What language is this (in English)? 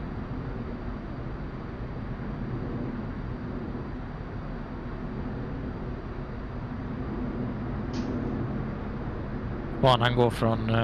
Swedish